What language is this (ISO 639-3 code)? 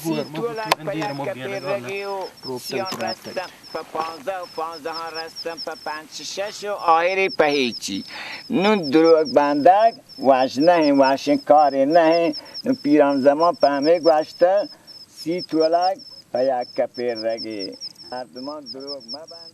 bal